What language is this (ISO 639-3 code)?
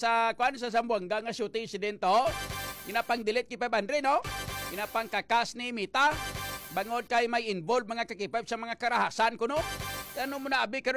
hil